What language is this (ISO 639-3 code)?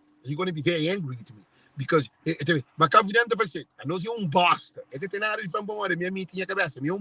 kea